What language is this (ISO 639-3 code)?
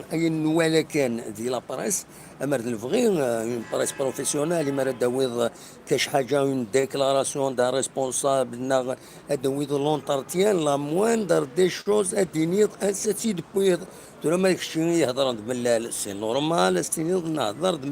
kab